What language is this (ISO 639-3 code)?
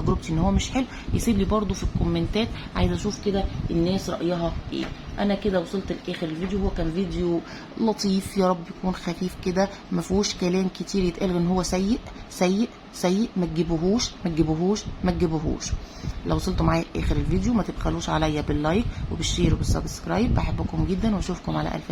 arz